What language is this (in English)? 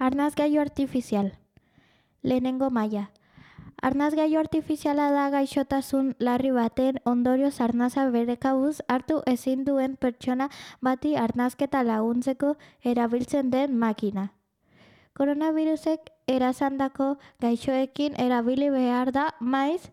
Basque